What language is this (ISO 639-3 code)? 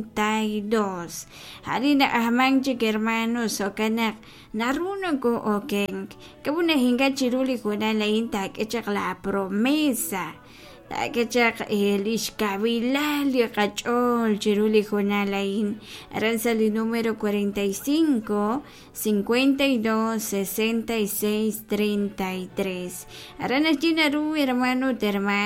kek